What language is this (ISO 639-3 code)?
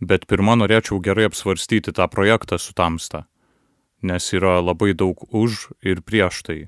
lit